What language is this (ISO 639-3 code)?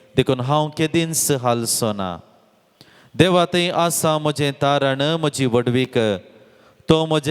kok